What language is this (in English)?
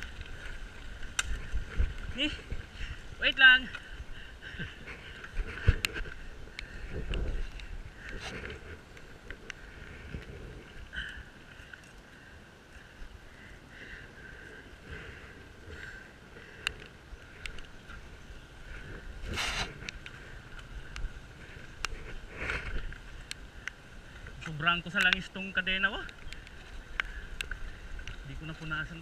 Filipino